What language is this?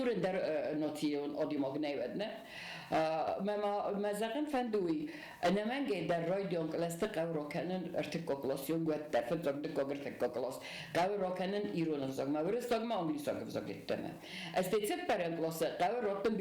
Ossetic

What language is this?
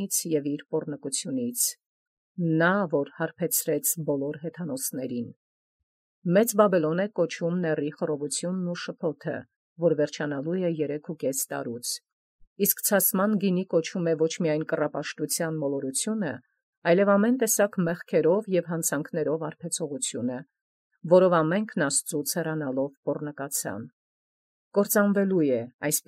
Armenian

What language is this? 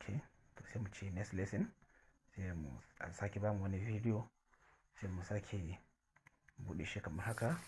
Hausa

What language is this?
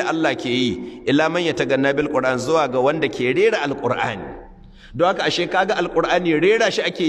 Hausa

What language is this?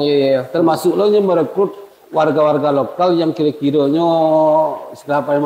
Minangkabau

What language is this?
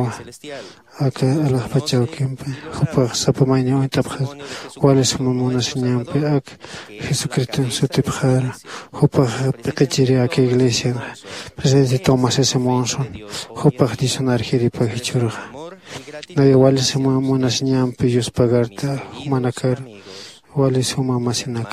Aymara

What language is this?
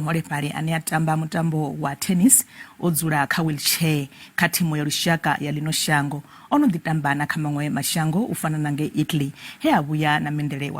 Venda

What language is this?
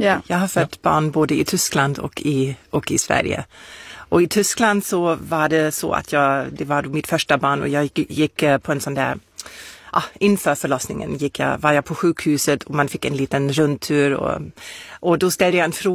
Swedish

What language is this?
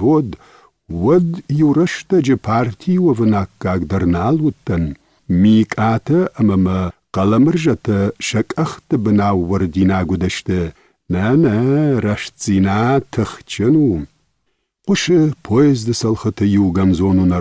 Ossetic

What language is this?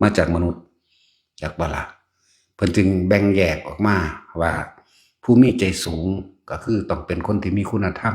Lao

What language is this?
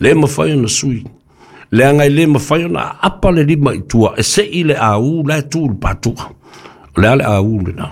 Samoan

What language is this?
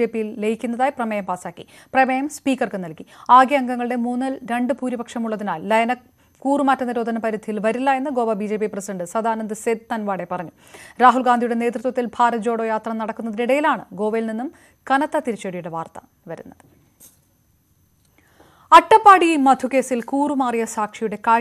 Malayalam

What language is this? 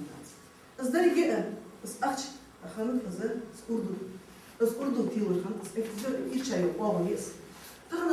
Ingush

